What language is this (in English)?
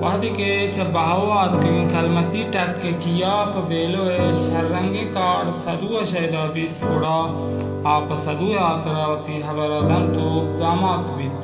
Baluchi